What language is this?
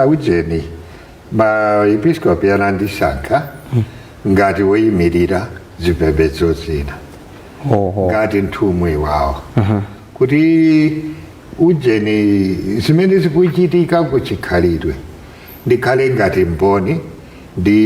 Nyanja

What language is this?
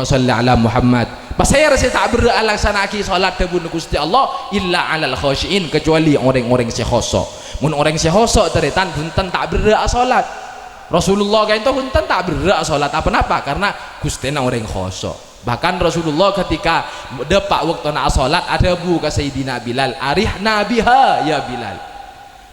Madurese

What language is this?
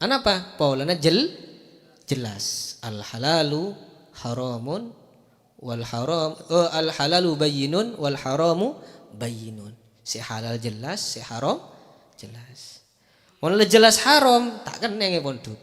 Madurese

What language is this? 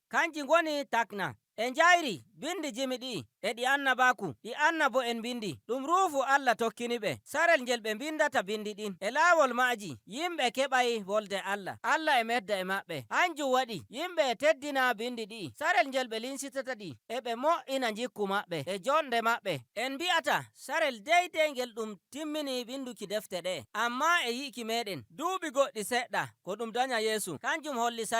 Nigerian Fulfulde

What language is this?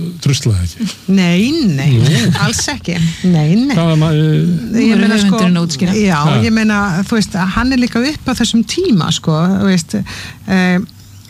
Icelandic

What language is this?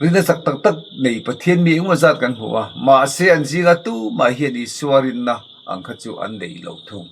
Mizo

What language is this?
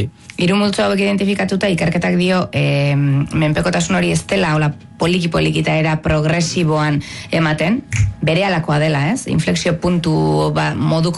Basque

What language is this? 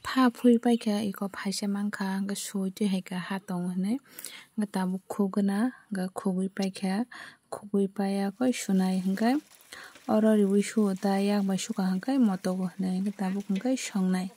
Kok Borok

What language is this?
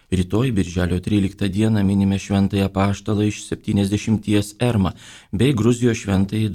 Lithuanian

